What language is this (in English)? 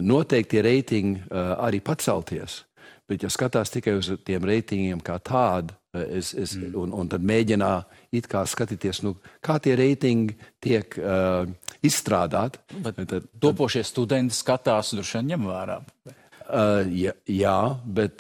Latvian